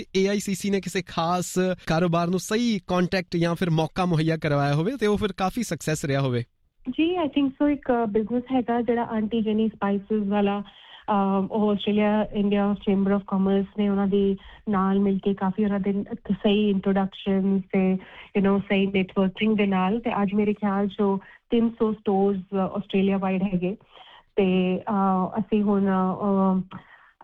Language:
Punjabi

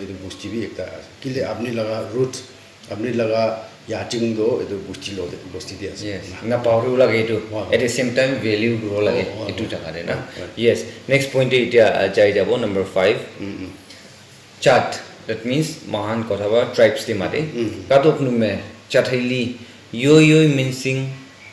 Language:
Naga Pidgin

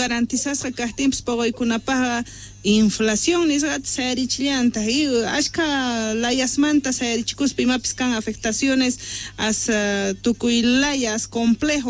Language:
Quechua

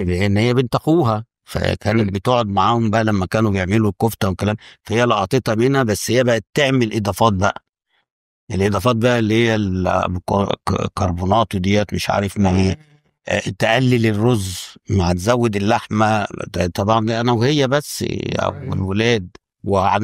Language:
Egyptian Arabic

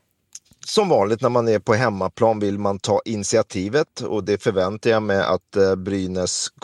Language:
Swedish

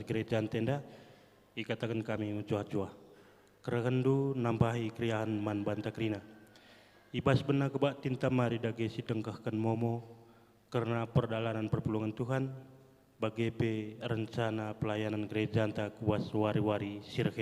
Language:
Batak Karo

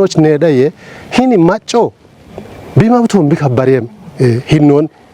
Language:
Kafa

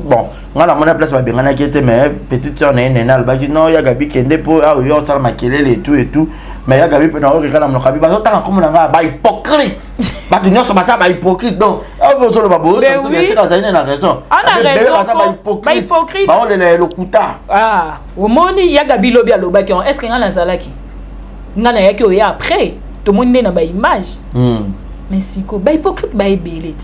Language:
Lingala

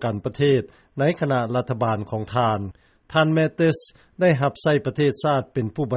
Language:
Lao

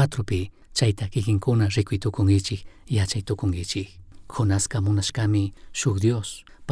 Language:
Chimborazo Highland Quichua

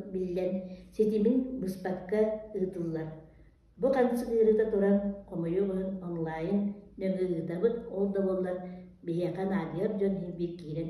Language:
Yakut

